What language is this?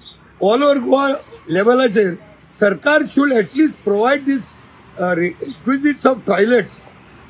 Konkani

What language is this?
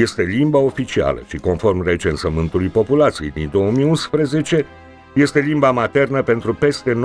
Romanian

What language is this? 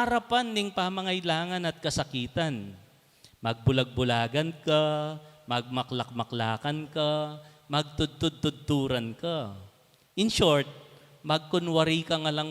Pampanga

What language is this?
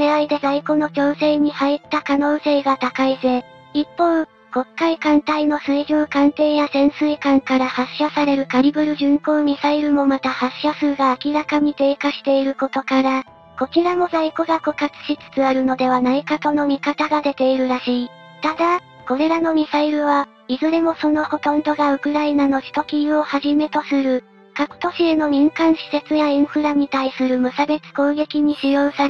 Japanese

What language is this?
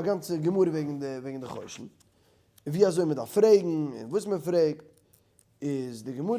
Yiddish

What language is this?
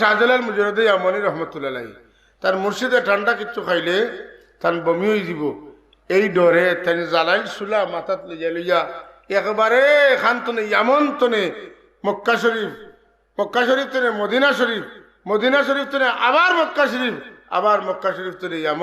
Sylheti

